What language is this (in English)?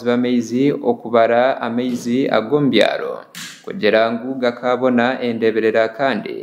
Nyankole